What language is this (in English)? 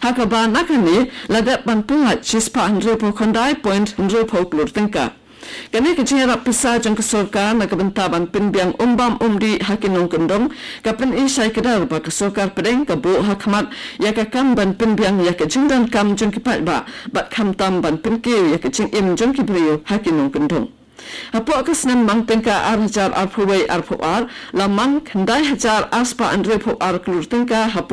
Khasi